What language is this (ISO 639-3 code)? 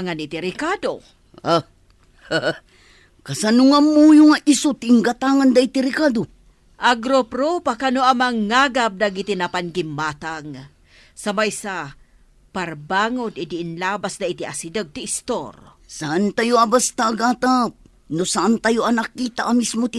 ilo